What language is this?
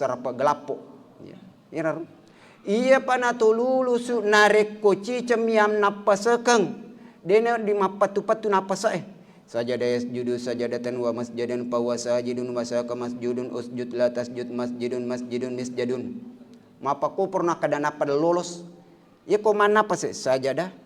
Buginese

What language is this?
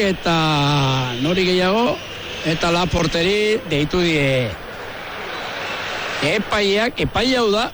Basque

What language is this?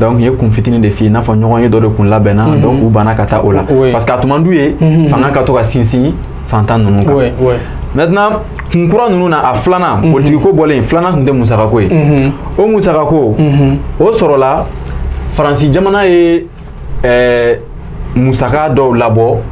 Bambara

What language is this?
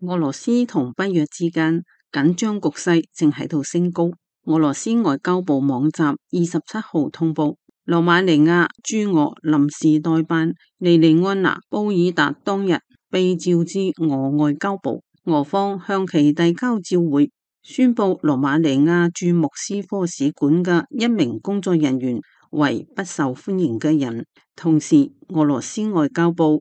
Cantonese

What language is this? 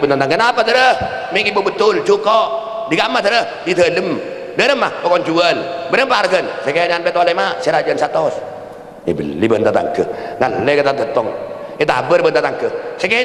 Madurese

